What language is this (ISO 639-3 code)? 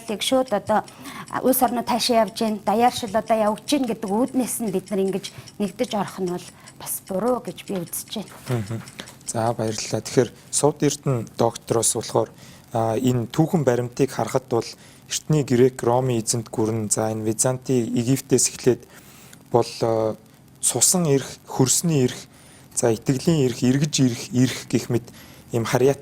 mon